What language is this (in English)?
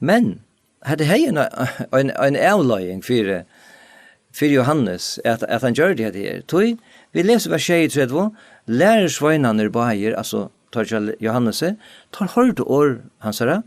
Faroese